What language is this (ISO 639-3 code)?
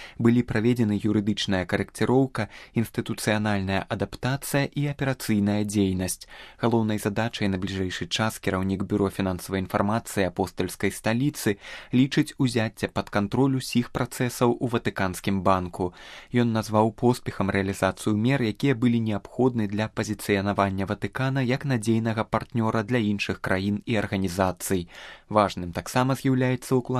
bel